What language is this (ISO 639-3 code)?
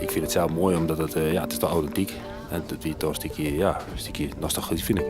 fry